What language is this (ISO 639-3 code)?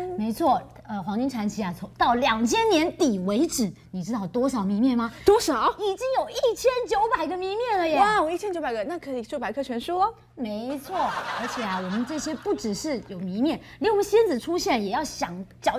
zho